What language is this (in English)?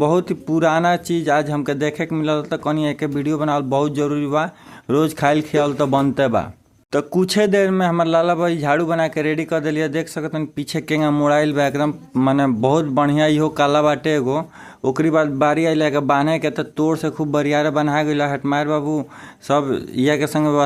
Bhojpuri